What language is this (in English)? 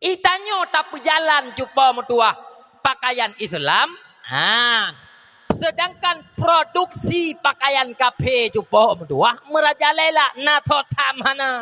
Achinese